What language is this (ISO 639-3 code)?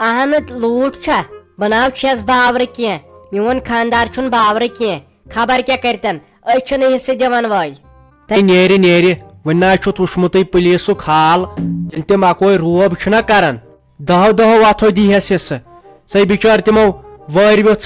kas